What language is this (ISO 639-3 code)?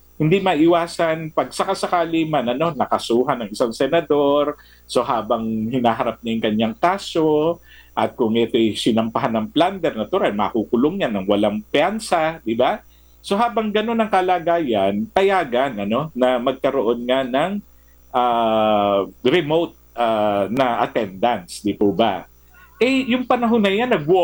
fil